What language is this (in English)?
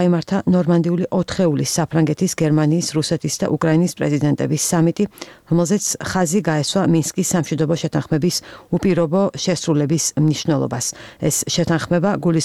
Georgian